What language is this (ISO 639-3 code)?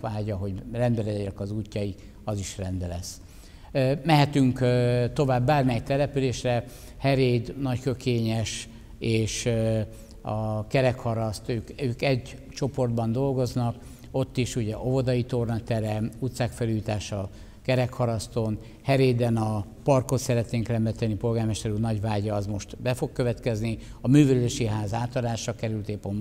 hun